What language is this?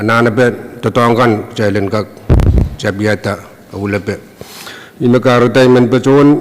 Pohnpeian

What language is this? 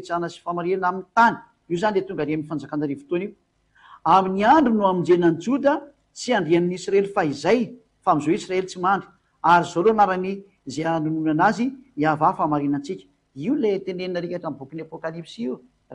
Malagasy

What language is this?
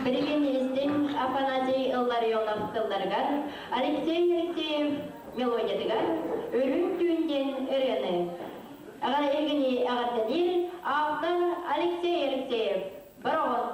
Yakut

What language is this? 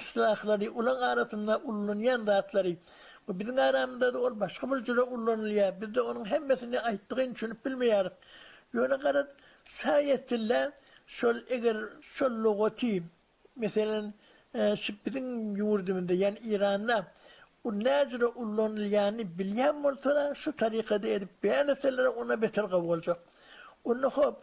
Turkmen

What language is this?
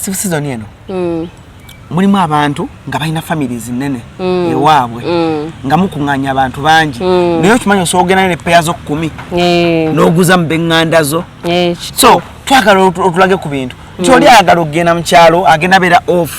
Ganda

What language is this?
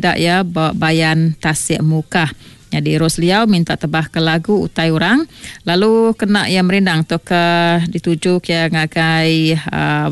Iban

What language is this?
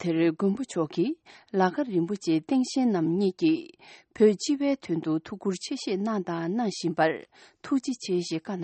Tibetan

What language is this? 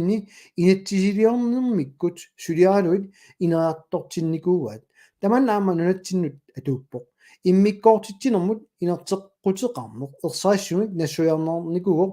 Kalaallisut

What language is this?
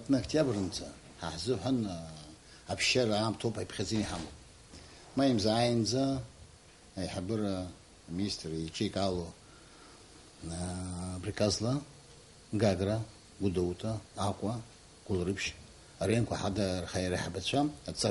Abkhazian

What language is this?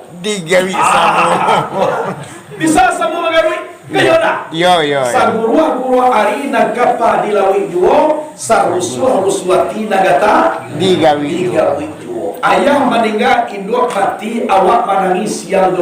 Minangkabau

